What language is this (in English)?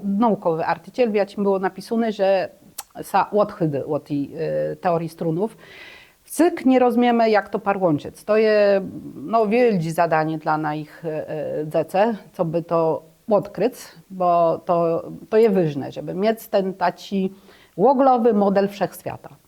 Kashubian